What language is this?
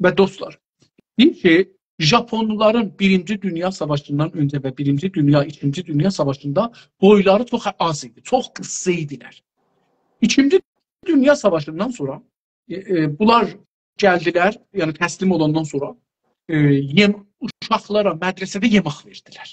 South Azerbaijani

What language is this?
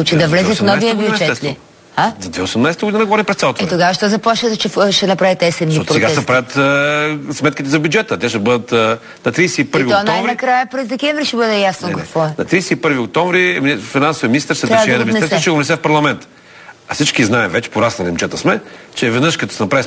Bulgarian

